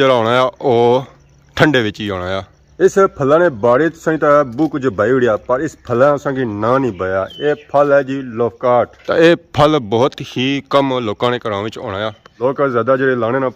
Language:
Pahari-Potwari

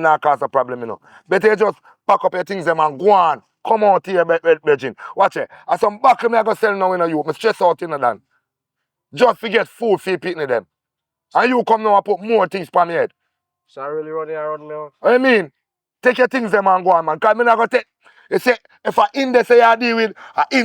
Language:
Jamaican Creole English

